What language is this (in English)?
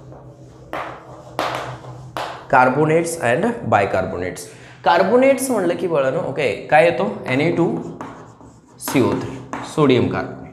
Marathi